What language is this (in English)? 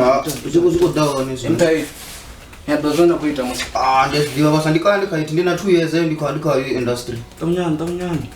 Venda